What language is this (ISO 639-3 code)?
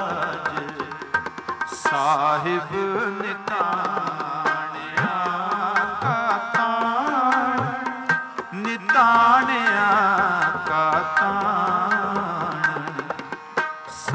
pan